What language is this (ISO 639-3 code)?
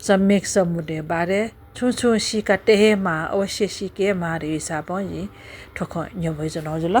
new